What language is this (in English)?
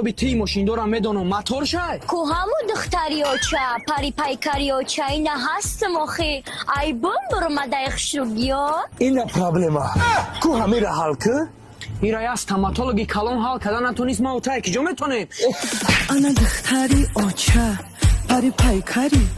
Tajik